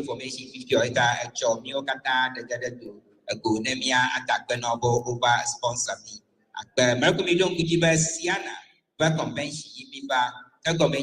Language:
Ewe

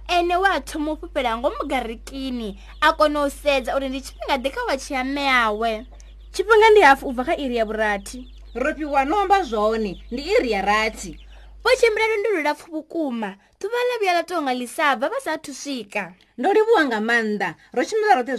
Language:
Venda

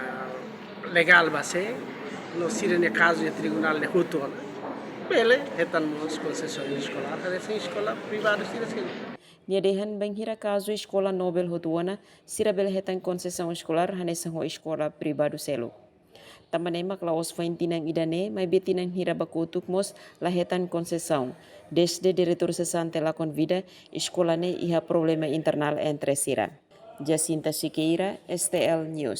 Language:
Tetum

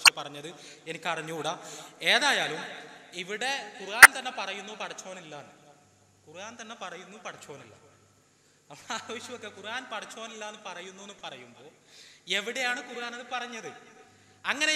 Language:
Malayalam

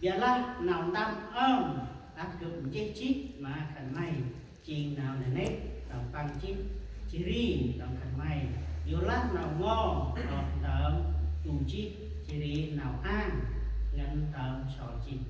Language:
Central Mnong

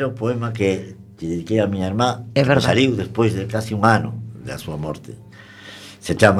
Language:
Galician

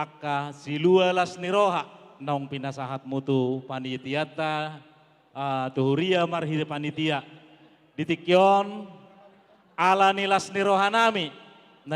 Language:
Batak Toba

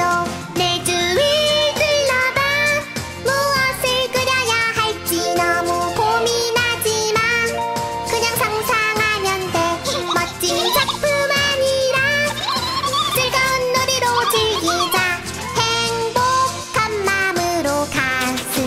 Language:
Korean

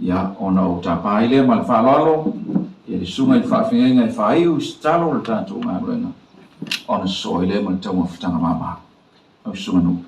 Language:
Samoan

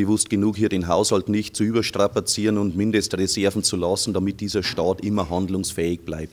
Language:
German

